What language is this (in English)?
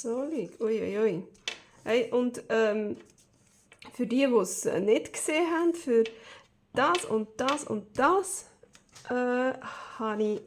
Swiss German